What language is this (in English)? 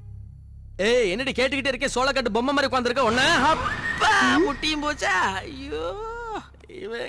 Tamil